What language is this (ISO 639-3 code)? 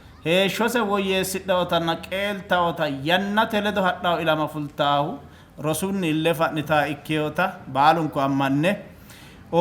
sid